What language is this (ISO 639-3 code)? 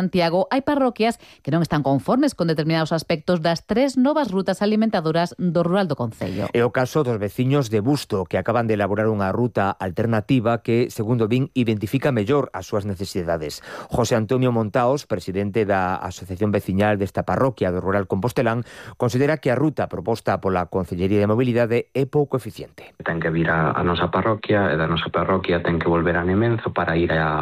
glg